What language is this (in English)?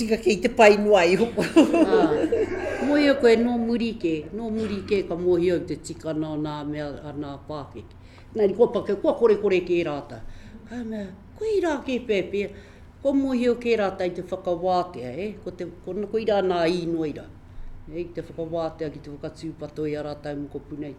Māori